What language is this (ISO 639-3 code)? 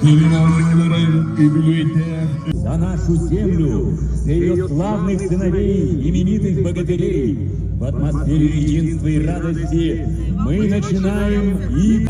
sah